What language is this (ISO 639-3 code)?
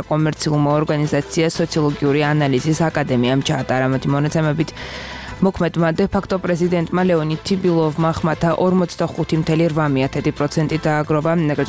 kat